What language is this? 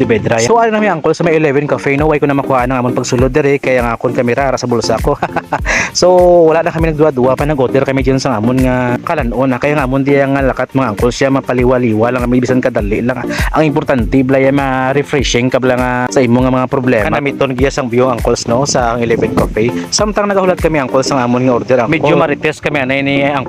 Hiligaynon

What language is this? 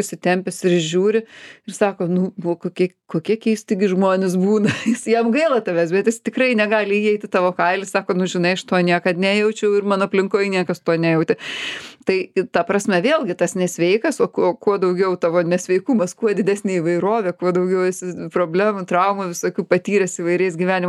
Lithuanian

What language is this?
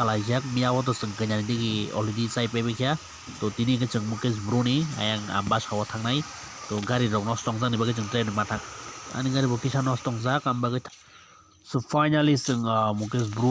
Kok Borok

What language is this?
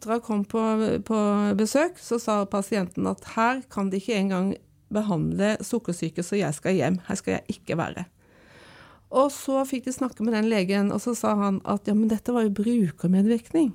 Norwegian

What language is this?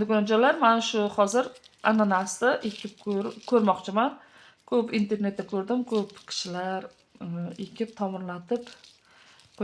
Uzbek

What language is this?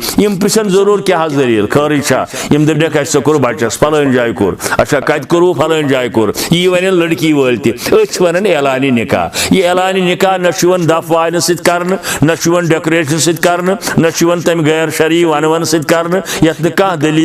Kashmiri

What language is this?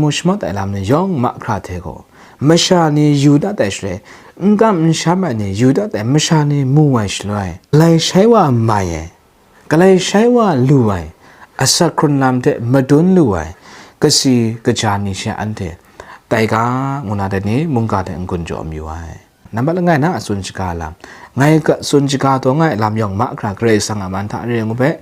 Kachin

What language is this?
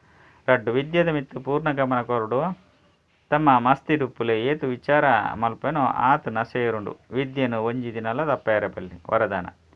Tulu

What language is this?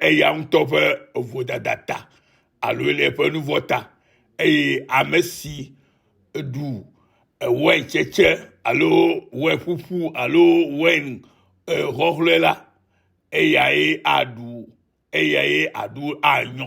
Ewe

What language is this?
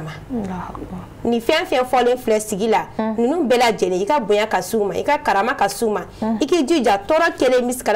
Bambara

